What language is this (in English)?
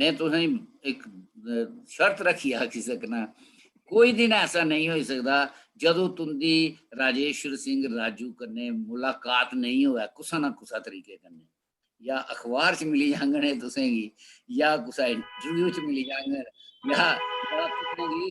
Dogri